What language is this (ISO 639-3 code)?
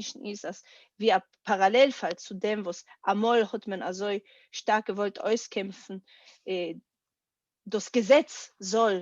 yid